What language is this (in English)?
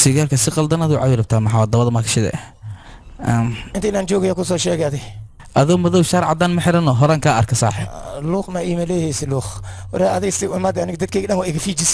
Somali